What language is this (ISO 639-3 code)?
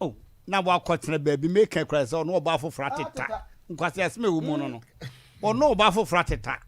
aka